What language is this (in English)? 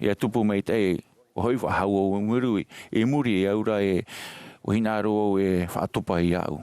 Tahitian